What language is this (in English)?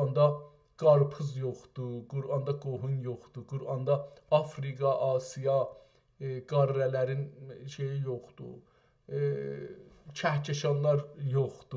South Azerbaijani